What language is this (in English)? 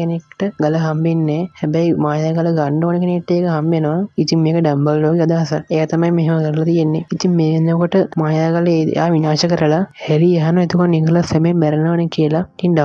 Sinhala